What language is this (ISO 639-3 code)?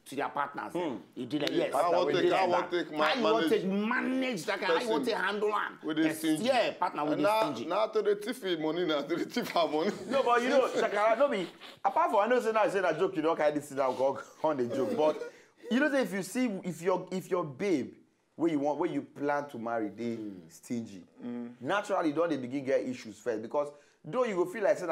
pcm